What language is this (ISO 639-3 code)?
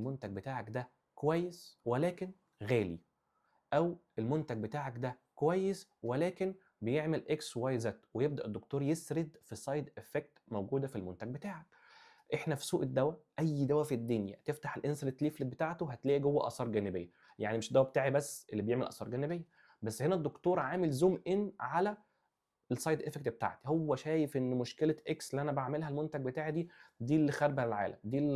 arz